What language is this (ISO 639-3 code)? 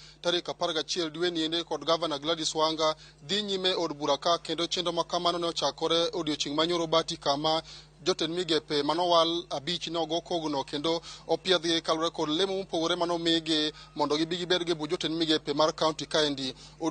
luo